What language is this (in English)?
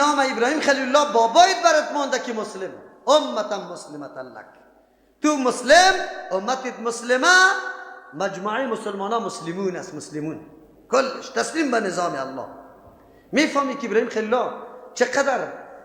Persian